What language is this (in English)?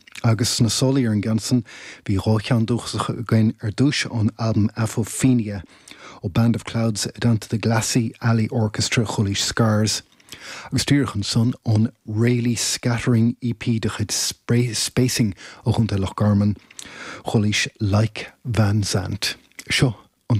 Irish